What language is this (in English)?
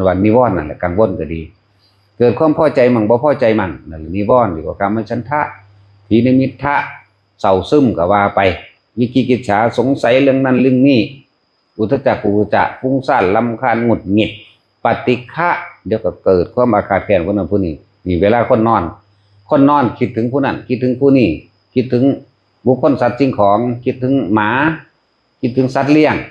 Northeastern Thai